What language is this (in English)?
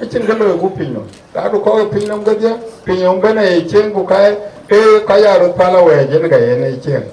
Dinka